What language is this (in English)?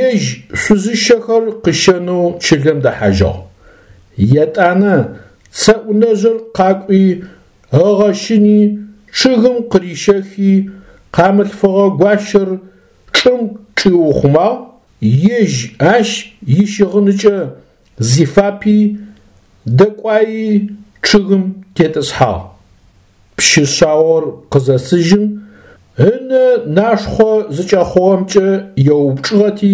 Adyghe